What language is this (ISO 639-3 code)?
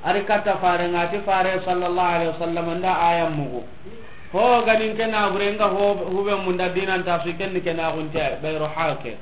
snk